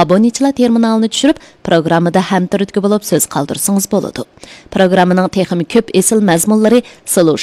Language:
Uyghur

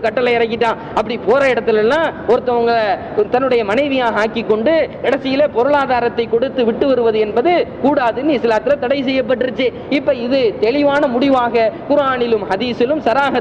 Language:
Tamil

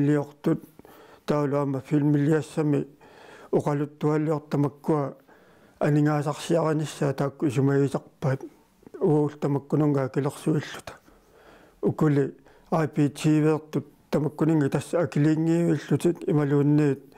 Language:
Kalaallisut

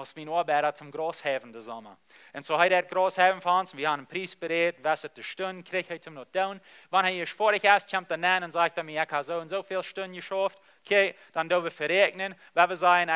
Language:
Plautdietsch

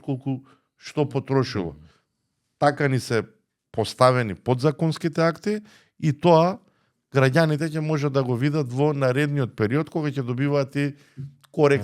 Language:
Macedonian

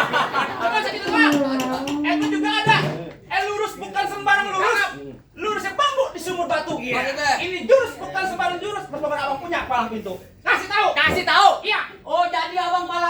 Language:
Betawi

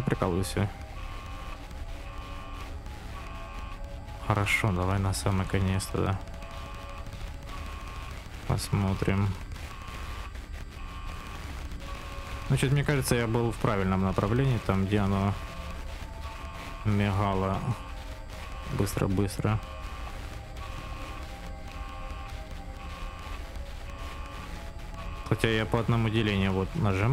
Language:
Russian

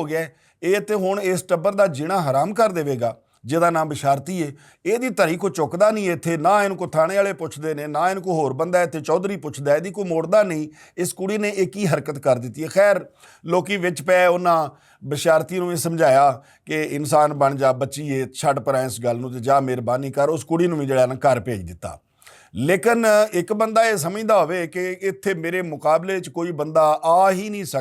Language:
Western Panjabi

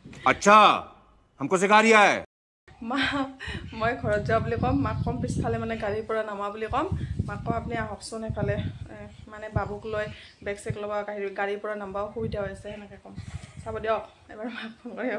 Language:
Assamese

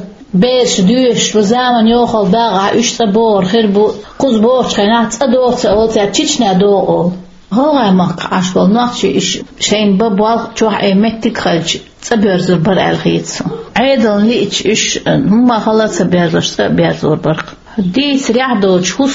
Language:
Chechen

